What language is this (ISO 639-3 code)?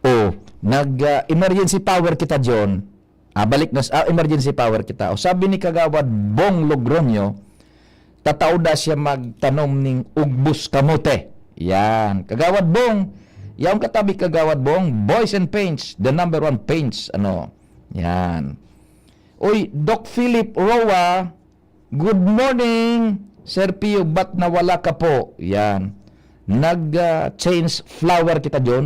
bik